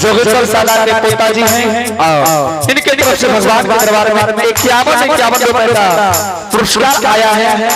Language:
Angika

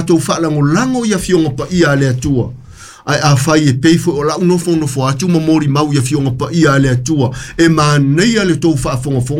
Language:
Samoan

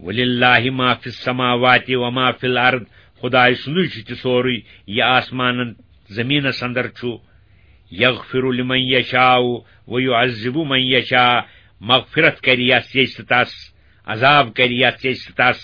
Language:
Kashmiri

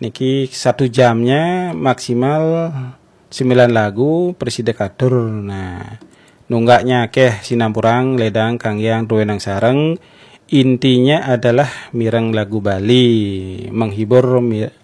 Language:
Balinese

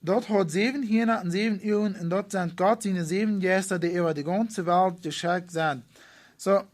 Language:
Plautdietsch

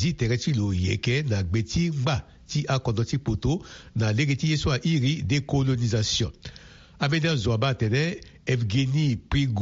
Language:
Sango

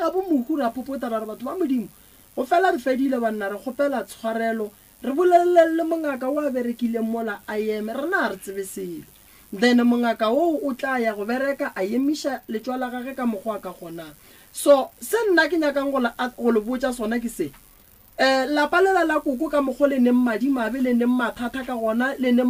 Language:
Northern Sotho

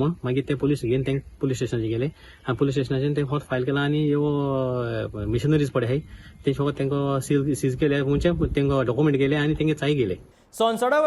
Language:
Konkani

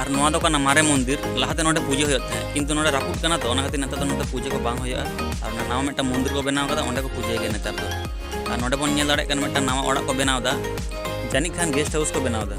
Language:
Santali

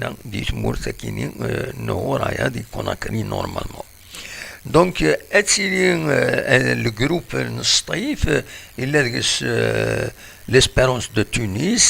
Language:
Kabyle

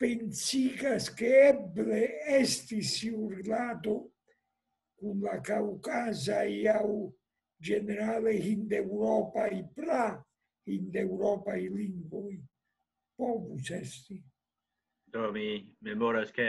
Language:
Esperanto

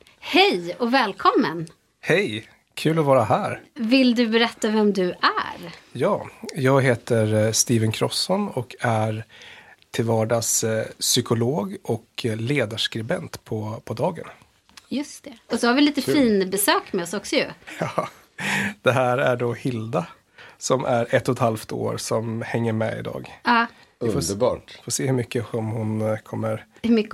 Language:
Swedish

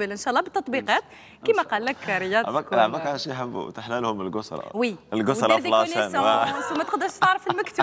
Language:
Algerian Arabic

